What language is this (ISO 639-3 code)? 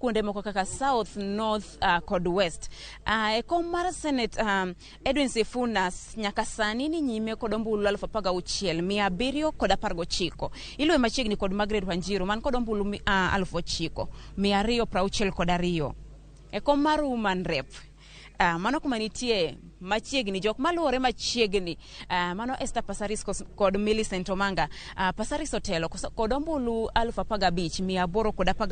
luo